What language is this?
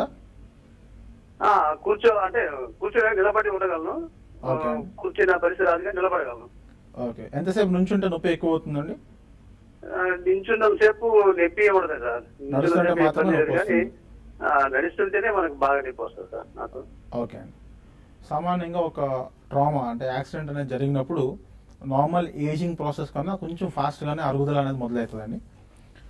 Telugu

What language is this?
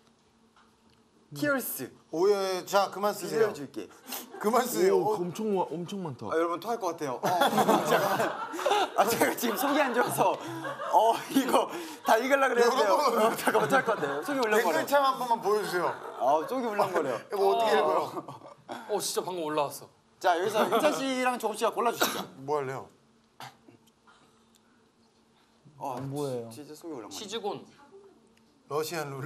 Korean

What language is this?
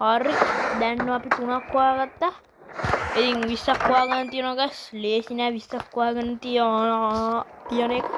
Sinhala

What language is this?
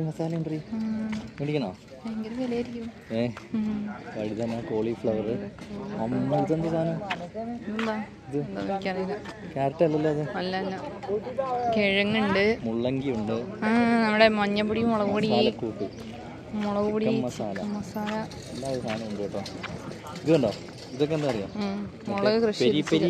Malayalam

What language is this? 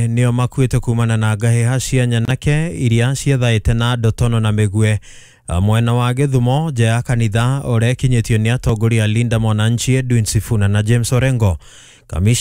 Kikuyu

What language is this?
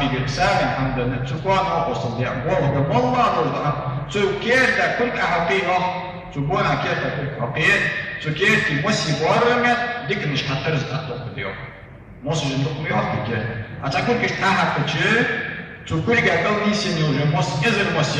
Ingush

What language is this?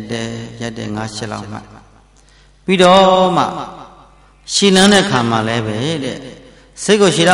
Burmese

